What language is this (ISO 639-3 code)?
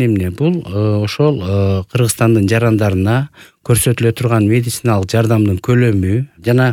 kir